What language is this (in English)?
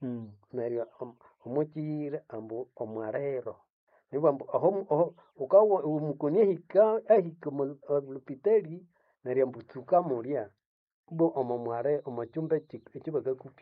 Nande